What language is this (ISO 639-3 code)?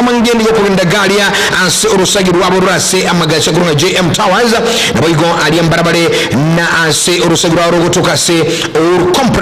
guz